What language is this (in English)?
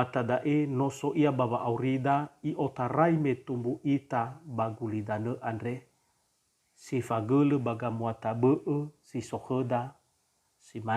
Nias